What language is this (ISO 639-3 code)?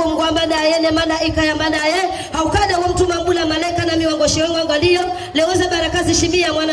swa